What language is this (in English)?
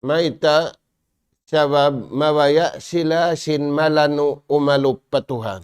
Tausug